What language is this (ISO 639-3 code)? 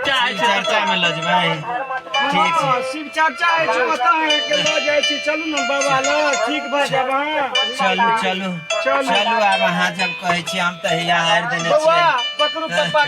mai